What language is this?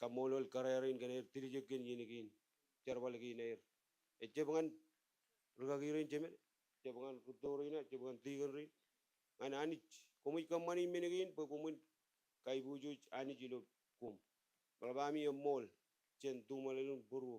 Marshallese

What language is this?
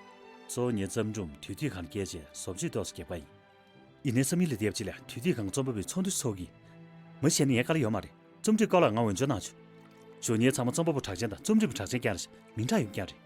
Tibetan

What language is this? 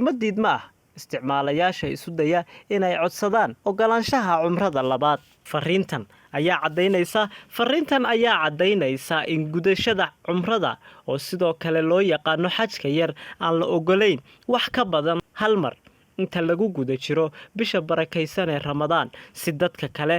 Somali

